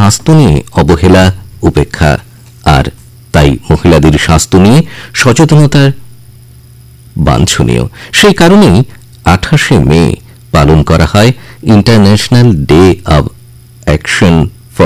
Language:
Bangla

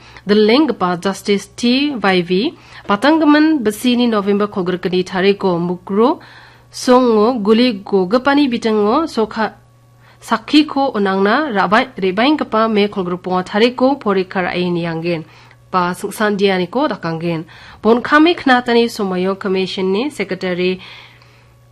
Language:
Garo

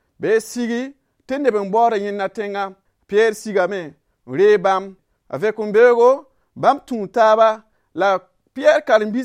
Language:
Mossi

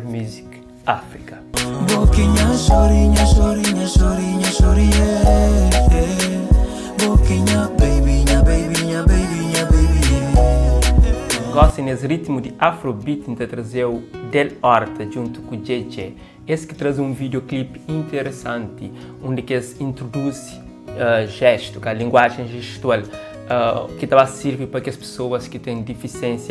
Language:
Kabuverdianu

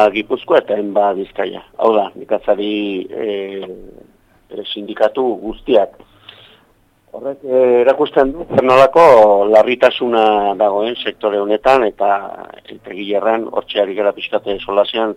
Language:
Basque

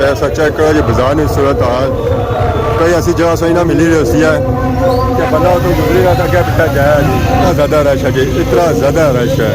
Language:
Pahari-Potwari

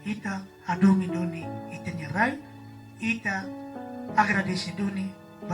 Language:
Tetum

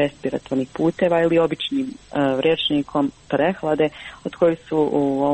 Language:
Croatian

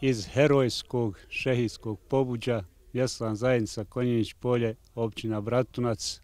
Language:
Bosnian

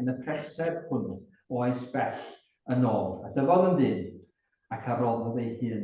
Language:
Welsh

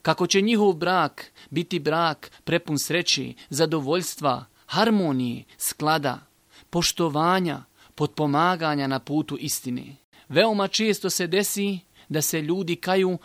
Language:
Bosnian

